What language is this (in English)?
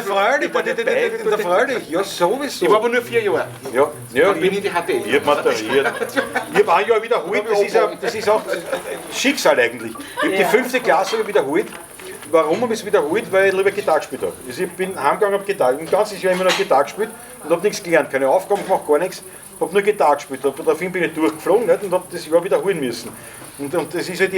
Bavarian